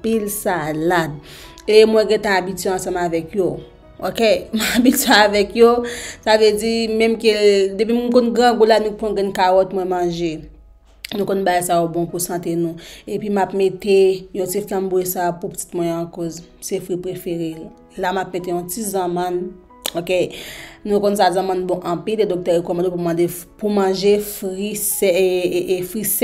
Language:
Haitian Creole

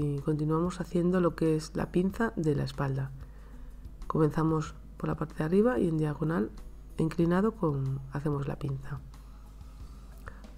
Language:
Spanish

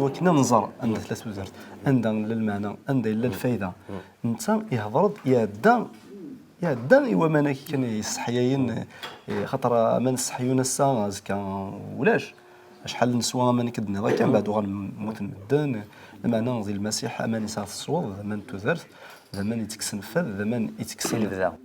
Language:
Kabyle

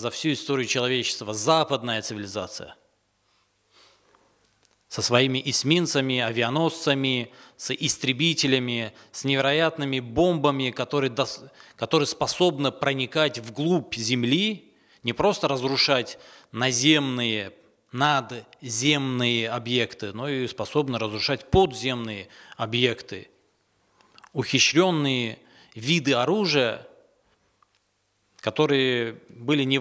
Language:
Russian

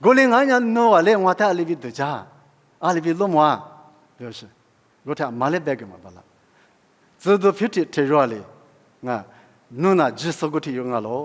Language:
Lisu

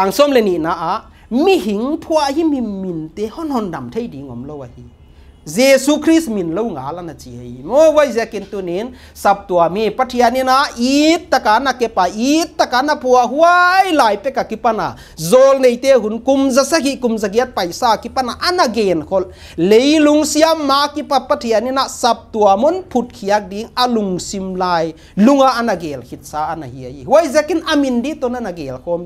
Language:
Paite Chin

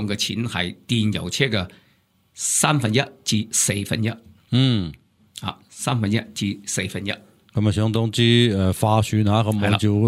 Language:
Cantonese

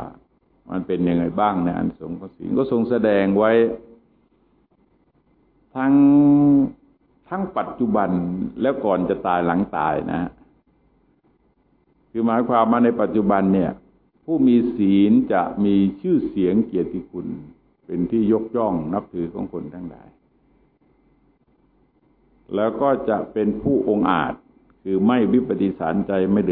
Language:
Thai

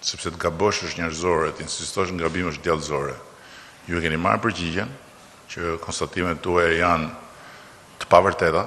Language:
Albanian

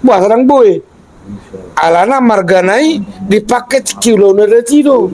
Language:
Batak Toba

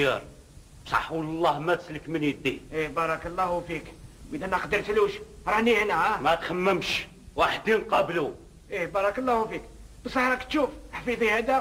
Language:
Algerian Arabic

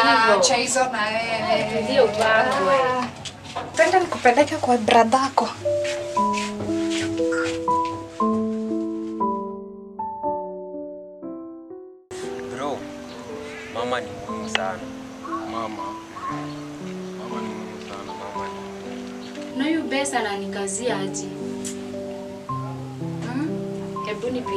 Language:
Swahili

